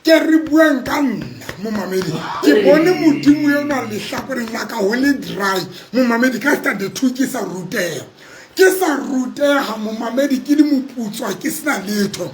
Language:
Southern Sotho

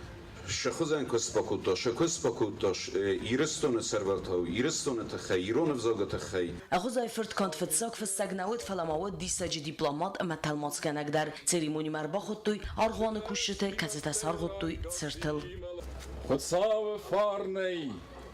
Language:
Ossetic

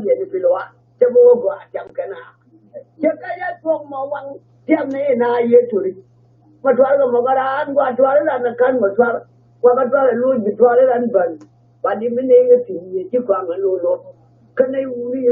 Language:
Nuer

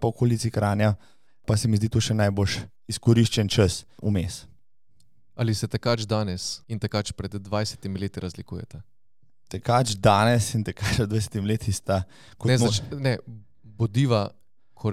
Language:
Slovenian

